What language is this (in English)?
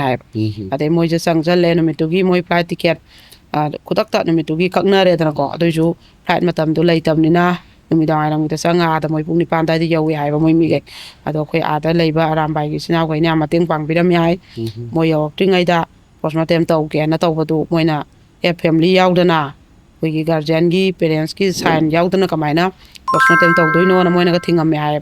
Manipuri